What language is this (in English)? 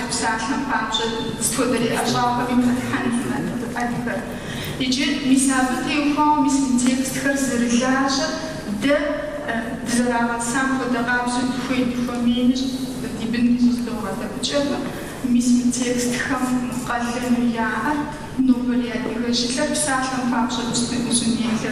Kabardian